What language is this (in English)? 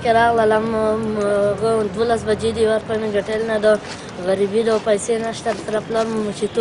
Pashto